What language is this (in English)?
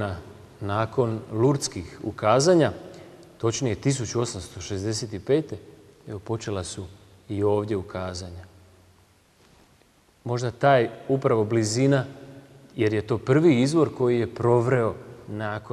Croatian